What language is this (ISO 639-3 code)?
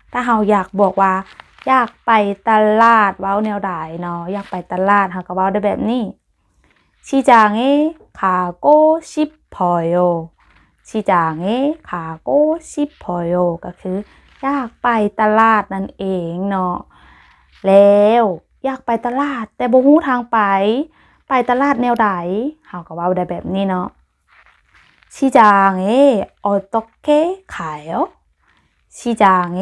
lao